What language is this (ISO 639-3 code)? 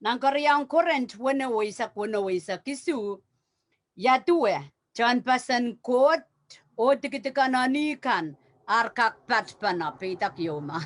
pon